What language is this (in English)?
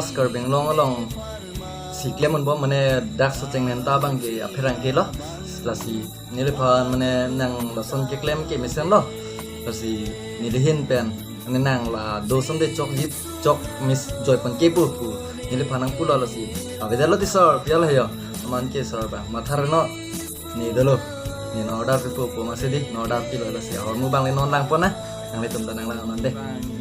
Karbi